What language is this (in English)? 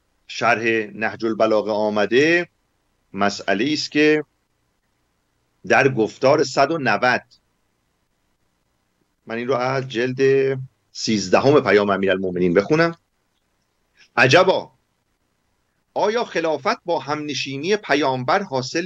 Persian